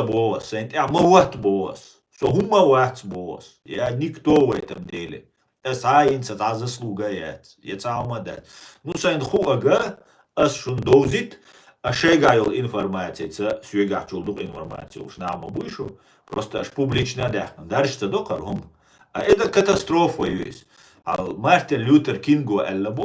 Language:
Chechen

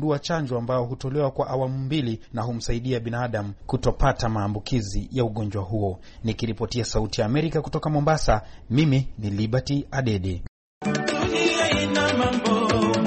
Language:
Swahili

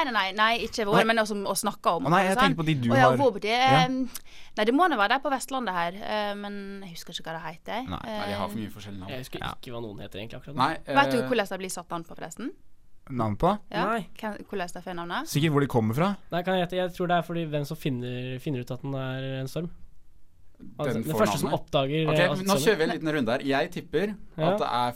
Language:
Norwegian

